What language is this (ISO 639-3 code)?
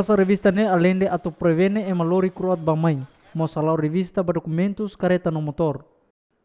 tet